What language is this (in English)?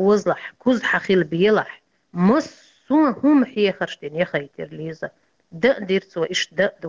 Chechen